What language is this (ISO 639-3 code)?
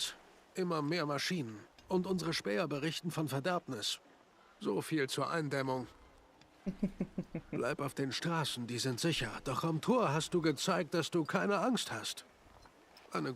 bar